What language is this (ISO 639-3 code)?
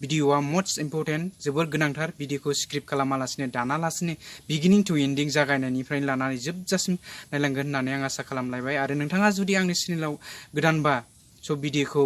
brx